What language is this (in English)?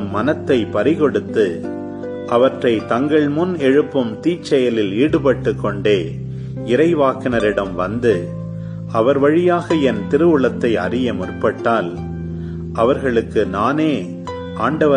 Tamil